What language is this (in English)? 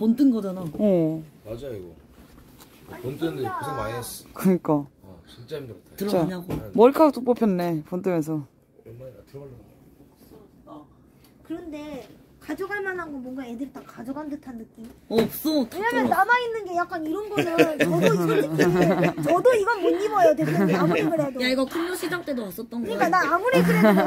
Korean